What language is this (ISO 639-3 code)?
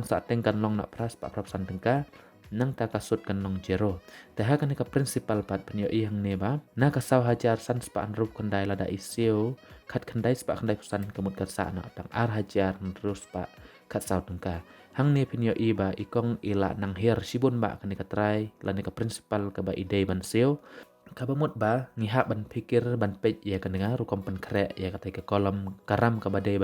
kha